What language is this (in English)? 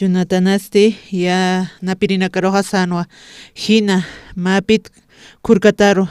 Aymara